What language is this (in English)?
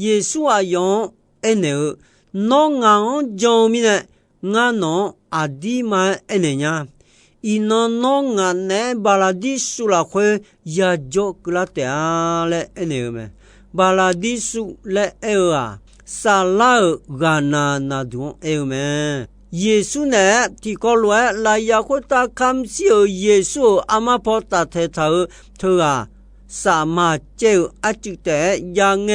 Akha